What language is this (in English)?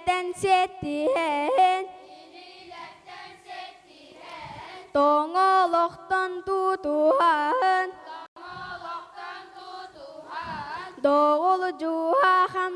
Yakut